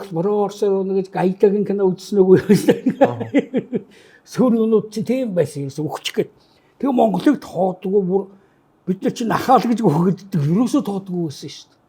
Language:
Mongolian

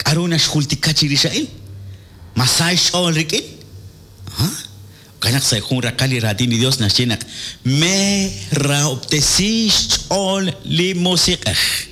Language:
Kekchí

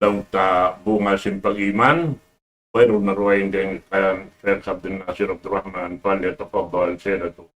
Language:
Tausug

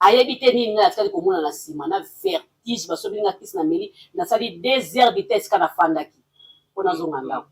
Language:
Lingala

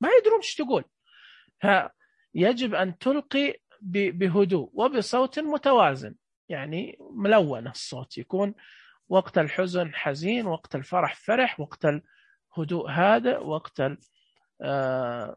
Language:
Najdi Arabic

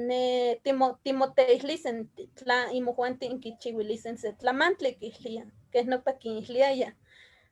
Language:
Eastern Huasteca Nahuatl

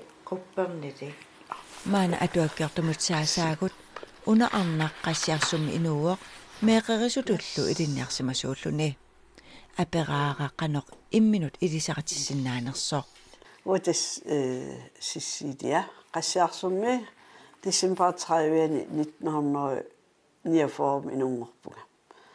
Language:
Kalaallisut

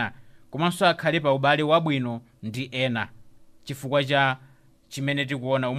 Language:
Nyanja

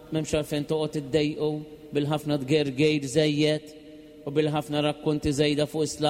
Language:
Maltese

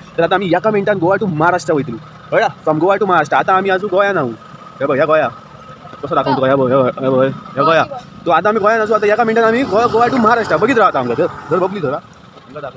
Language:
Konkani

